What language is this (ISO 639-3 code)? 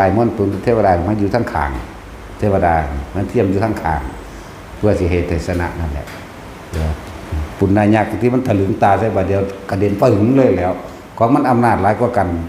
tts